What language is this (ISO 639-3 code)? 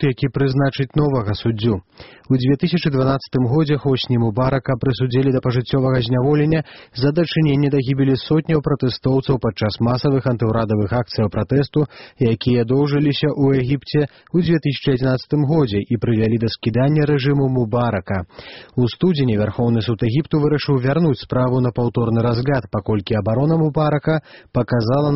bel